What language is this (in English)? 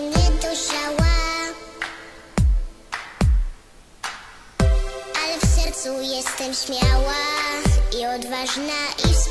Polish